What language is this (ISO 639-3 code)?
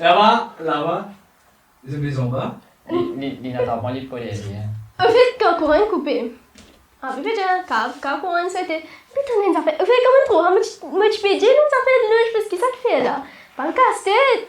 mfe